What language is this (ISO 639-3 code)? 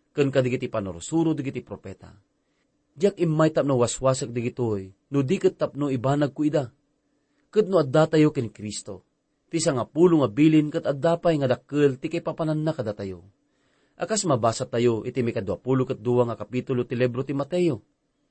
ilo